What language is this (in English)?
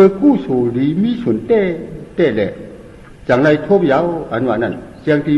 Shan